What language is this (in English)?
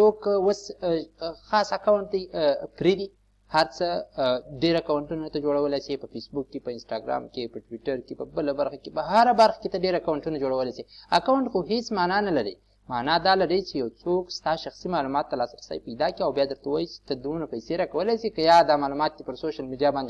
Pashto